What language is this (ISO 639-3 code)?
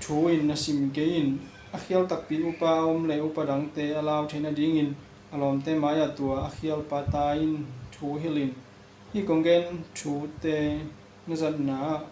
ctd